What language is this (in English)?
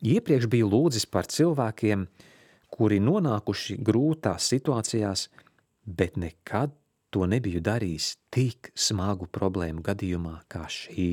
Latvian